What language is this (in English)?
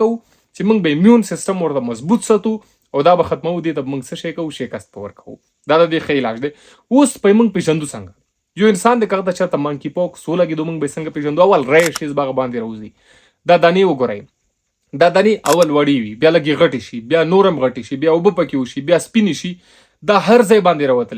Pashto